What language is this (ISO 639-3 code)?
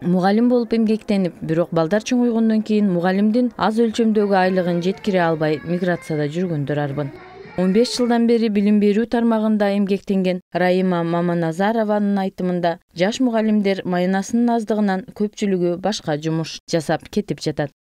kir